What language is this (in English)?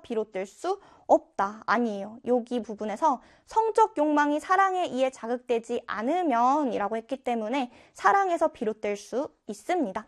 Korean